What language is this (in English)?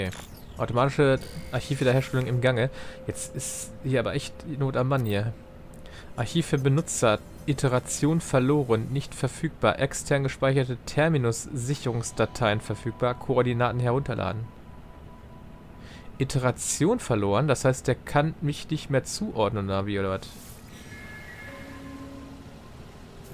German